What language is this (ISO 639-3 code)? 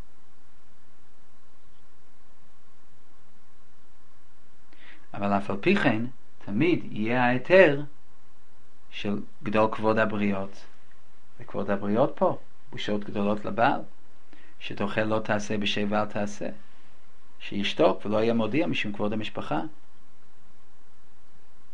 heb